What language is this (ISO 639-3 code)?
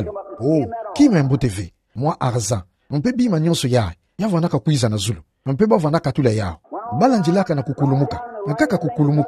ktu